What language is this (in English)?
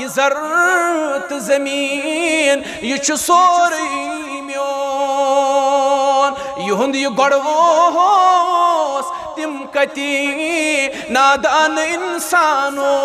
Kashmiri